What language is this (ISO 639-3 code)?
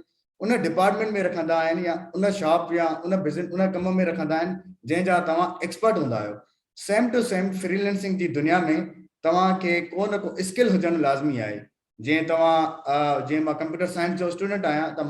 snd